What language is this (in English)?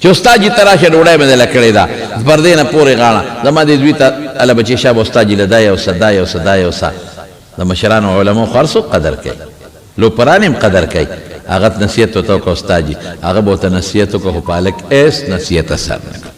Pashto